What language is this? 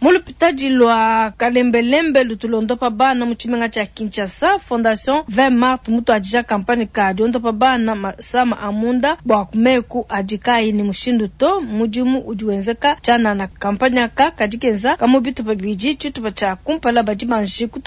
Luba-Lulua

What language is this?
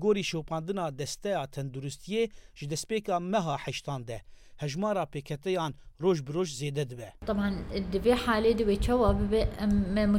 Kurdish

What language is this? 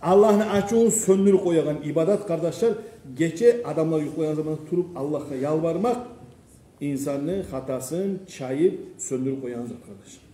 Kumyk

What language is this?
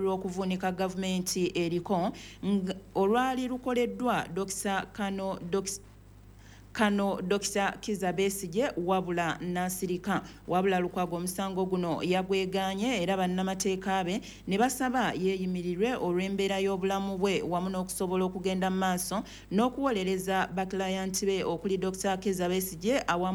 Ganda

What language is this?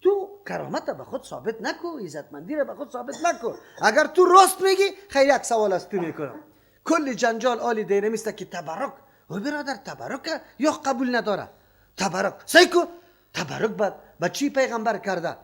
Persian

